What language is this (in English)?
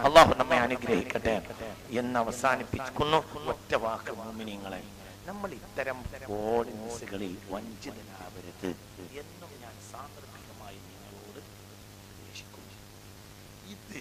Malayalam